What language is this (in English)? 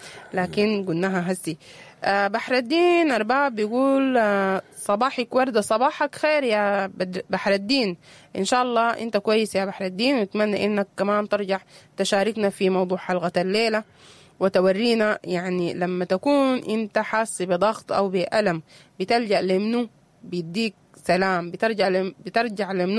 Sudanese Arabic